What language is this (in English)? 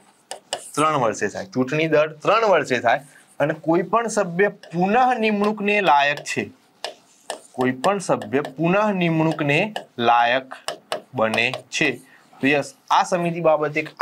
Gujarati